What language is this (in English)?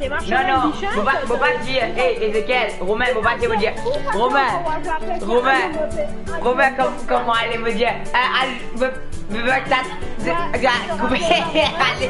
Morisyen